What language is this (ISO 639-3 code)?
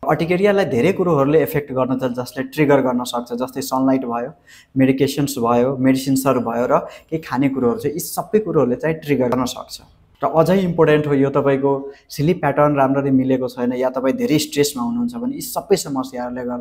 nep